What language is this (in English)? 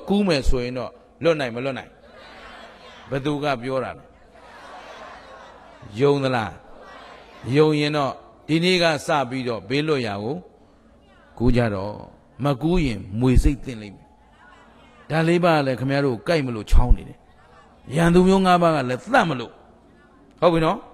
Burmese